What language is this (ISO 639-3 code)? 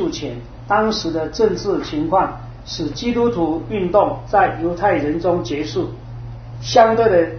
zho